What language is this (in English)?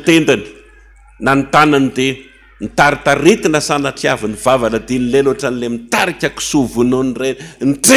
Malagasy